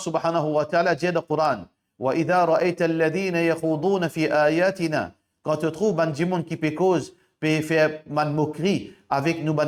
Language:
Morisyen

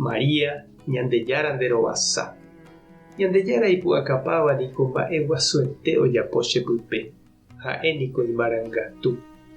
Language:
Guarani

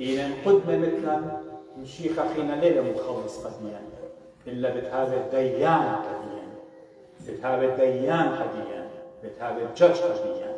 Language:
Assyrian Neo-Aramaic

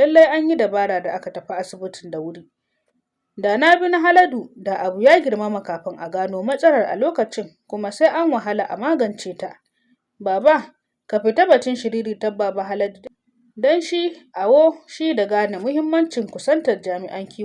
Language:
Hausa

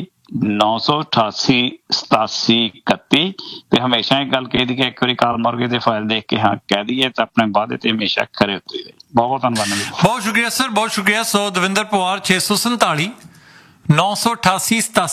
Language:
Punjabi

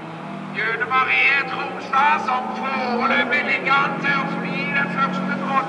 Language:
Norwegian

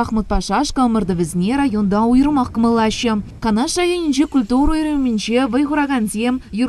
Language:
Chuvash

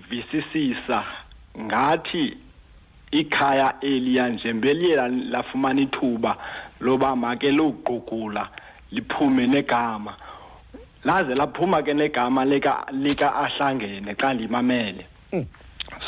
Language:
Xhosa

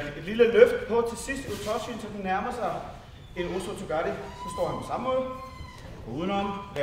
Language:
Danish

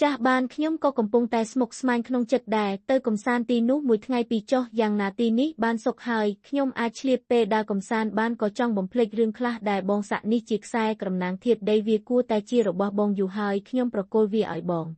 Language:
Khmer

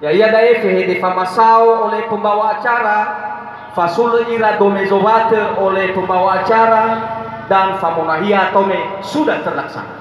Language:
Nias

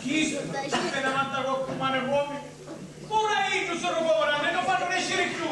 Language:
Sicilian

